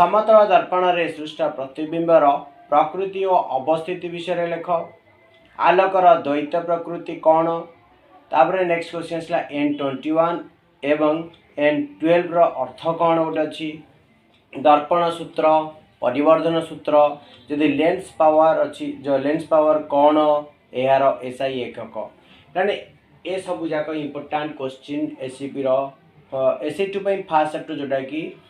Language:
Odia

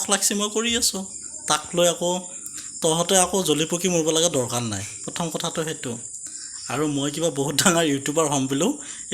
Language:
Assamese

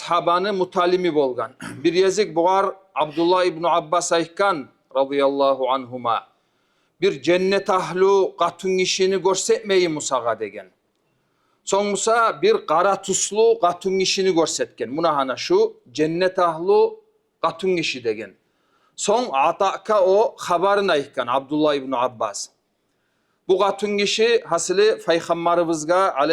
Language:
Kumyk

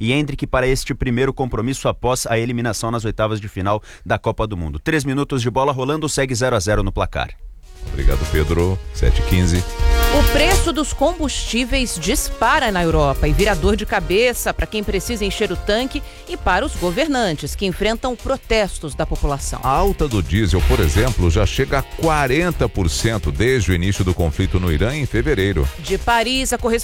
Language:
Portuguese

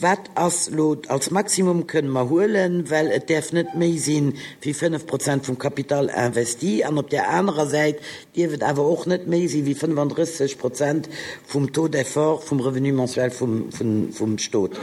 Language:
Luxembourgish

